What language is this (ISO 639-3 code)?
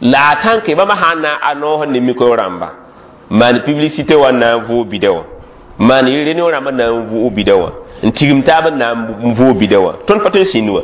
mos